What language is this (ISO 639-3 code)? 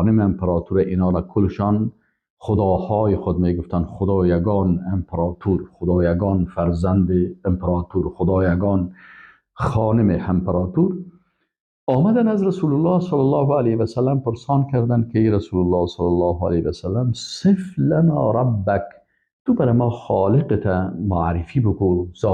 fas